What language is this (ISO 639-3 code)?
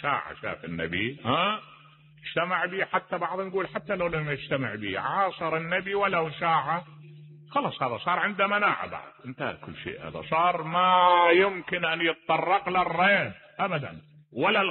acm